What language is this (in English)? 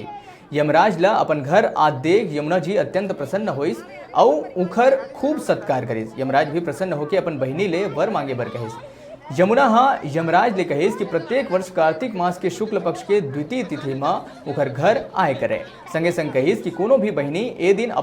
Chhattisgarhi